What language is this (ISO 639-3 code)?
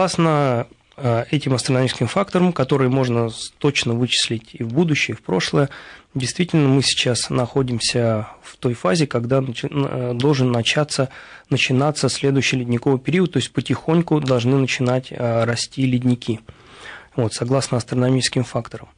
rus